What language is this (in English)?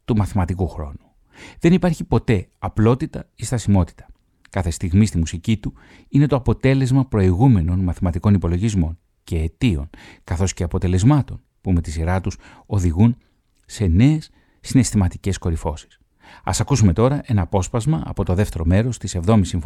Greek